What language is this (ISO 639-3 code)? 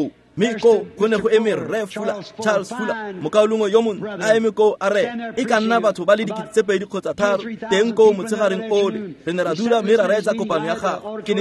tsn